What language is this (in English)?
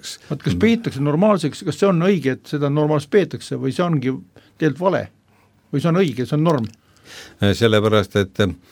Estonian